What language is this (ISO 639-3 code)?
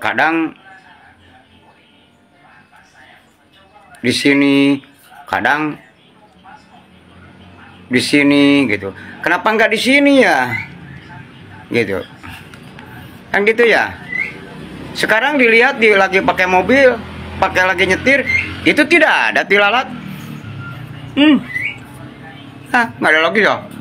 ind